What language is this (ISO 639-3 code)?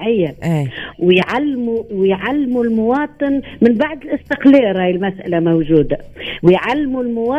aeb